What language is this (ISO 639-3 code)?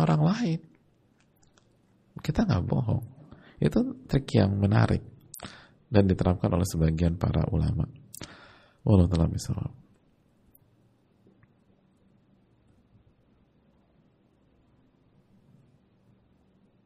ind